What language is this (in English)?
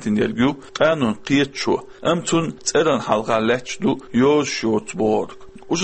Chechen